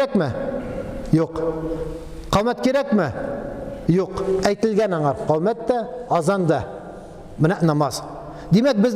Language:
Tatar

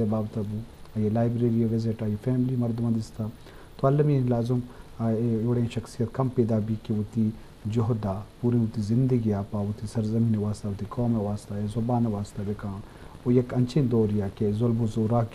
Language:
Eastern Balochi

